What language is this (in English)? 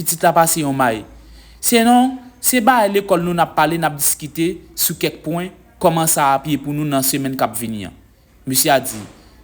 Haitian Creole